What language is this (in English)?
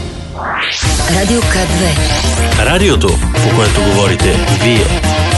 Bulgarian